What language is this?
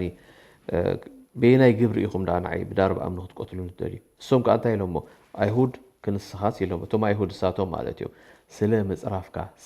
Tigrinya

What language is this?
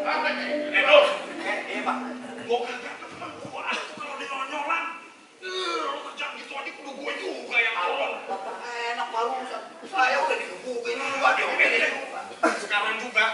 Betawi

